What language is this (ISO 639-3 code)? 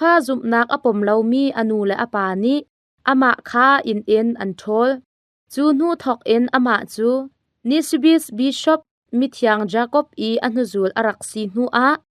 cnh